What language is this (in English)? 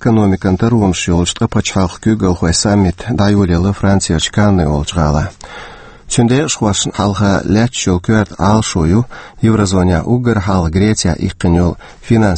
Chechen